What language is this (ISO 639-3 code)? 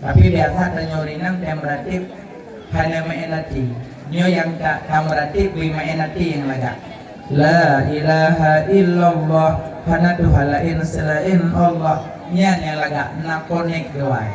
ace